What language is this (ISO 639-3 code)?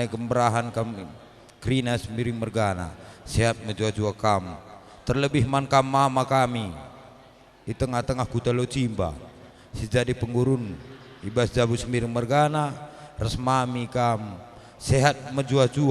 btx